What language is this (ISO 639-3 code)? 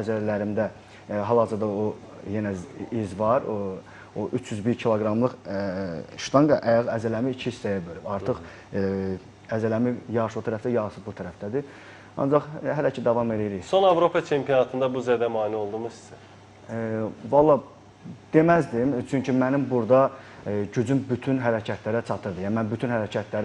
aze